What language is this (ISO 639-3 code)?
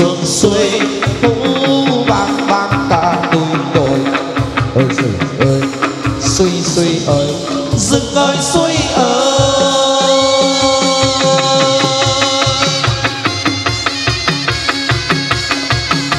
vie